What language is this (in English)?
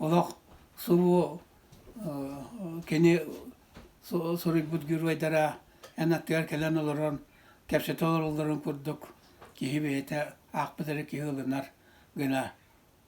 Yakut